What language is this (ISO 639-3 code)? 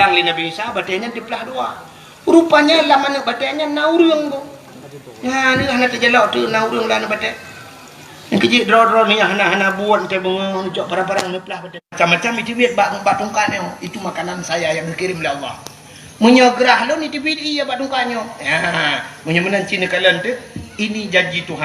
ace